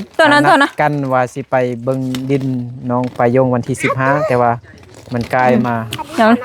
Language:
Lao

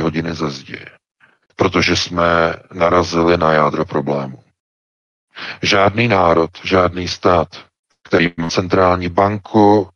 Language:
Czech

